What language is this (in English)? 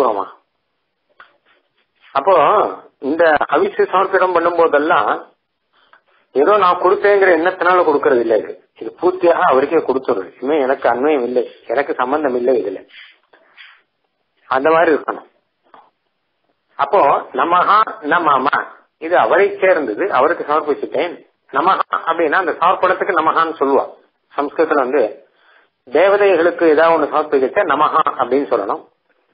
Tamil